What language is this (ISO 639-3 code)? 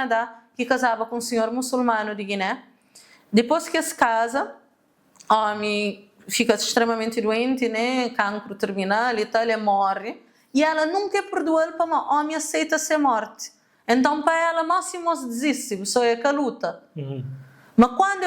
kea